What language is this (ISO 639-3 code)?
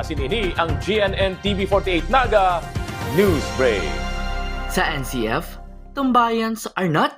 bik